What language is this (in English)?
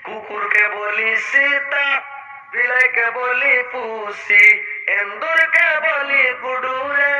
Santali